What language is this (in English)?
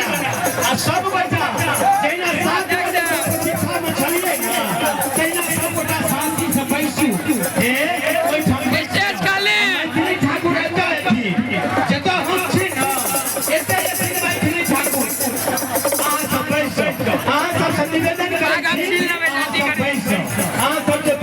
Maithili